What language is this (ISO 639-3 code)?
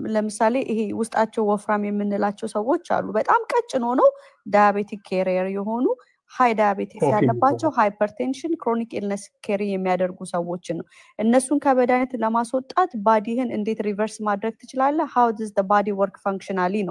amh